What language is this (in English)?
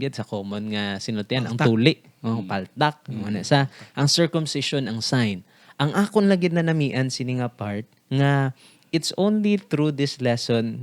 Hiligaynon